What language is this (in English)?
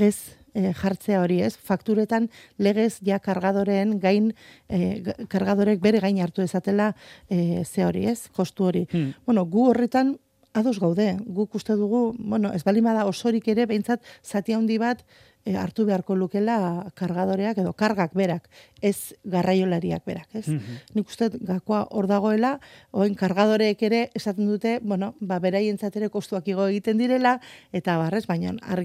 Basque